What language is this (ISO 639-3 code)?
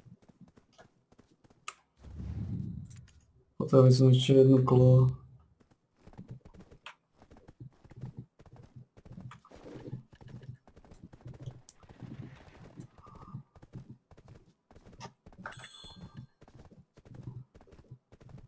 slk